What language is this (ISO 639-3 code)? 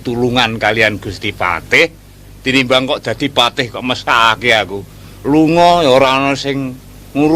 jav